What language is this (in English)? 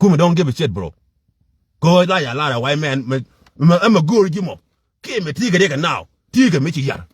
Nuer